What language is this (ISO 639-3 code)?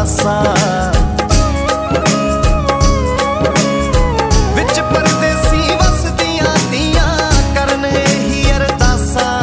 pan